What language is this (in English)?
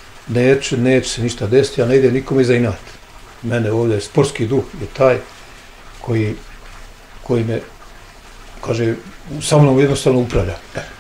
Bosnian